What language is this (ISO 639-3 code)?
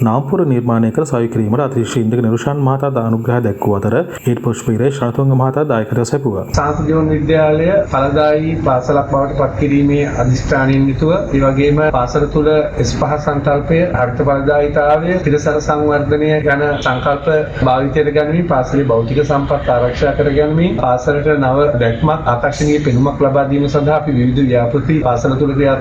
sin